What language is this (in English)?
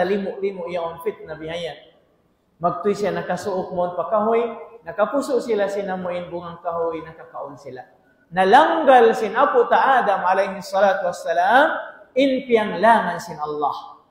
Tausug